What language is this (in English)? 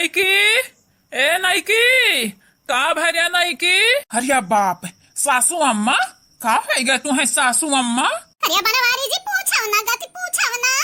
Awadhi